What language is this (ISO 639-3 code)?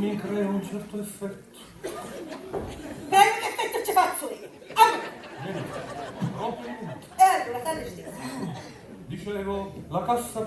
scn